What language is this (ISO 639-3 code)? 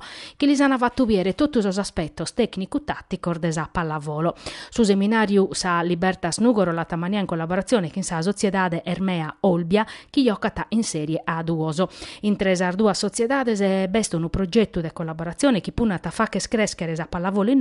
srd